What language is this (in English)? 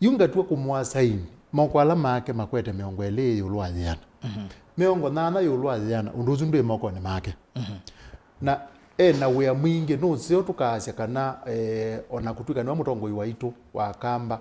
Kamba